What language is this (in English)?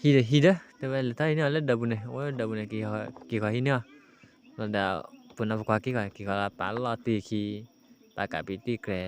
S'gaw Karen